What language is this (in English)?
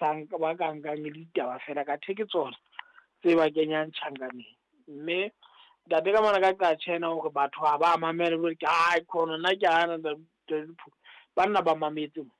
Southern Sotho